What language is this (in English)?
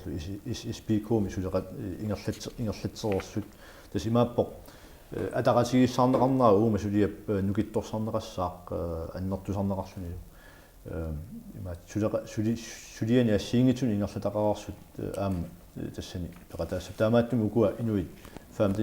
Kalaallisut